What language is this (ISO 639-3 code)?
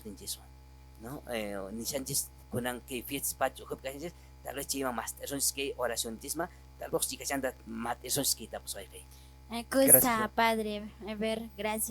que